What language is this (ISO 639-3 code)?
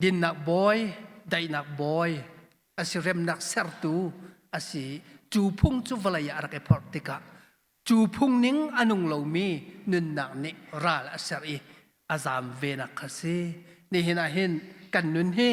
cnh